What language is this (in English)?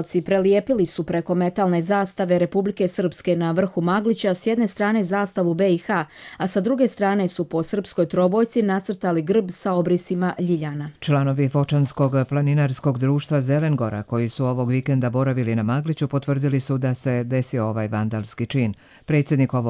Croatian